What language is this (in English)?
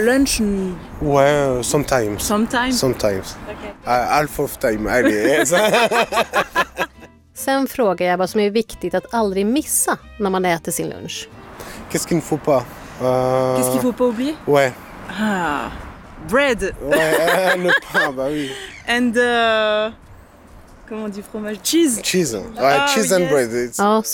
Swedish